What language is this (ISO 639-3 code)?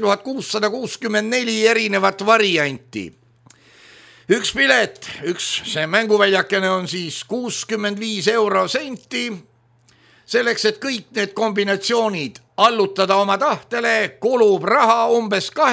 est